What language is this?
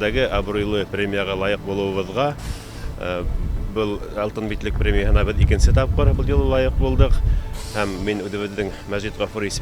Bashkir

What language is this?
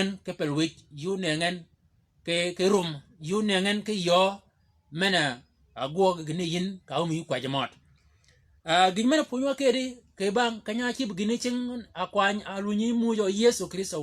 Shilluk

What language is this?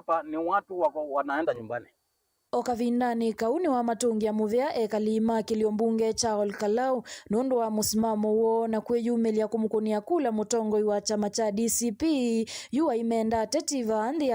Kamba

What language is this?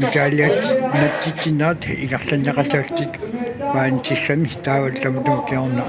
Kalaallisut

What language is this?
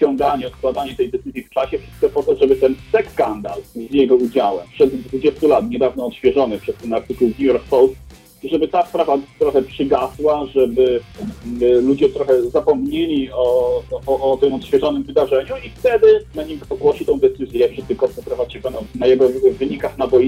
Polish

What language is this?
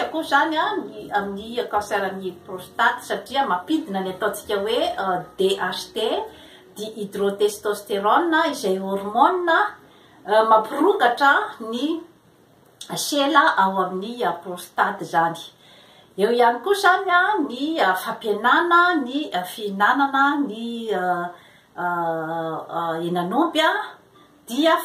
Malagasy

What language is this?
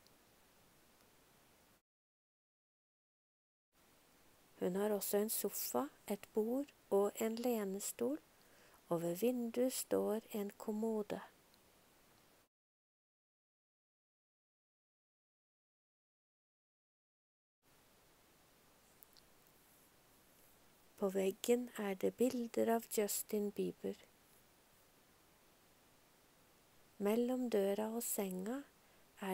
Norwegian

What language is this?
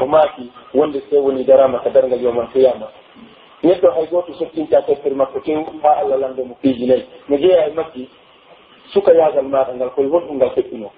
Pular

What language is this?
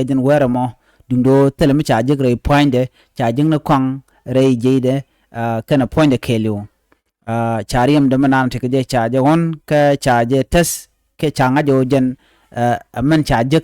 Nuer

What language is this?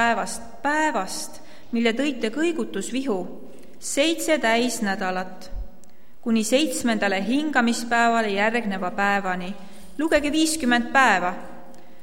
Estonian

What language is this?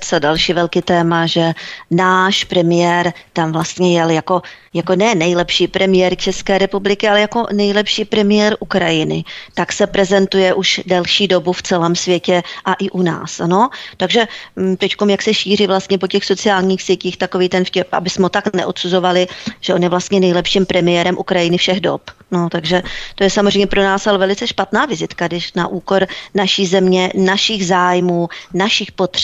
Czech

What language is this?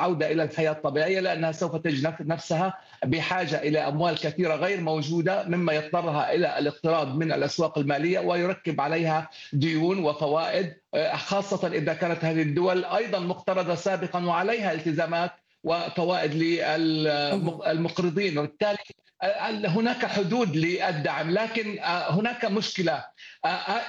Arabic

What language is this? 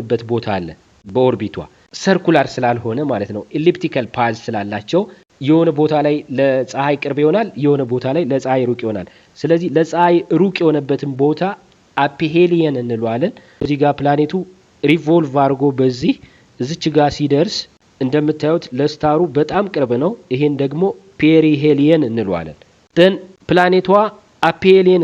Amharic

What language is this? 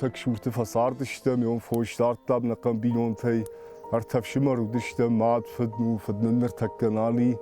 Ossetic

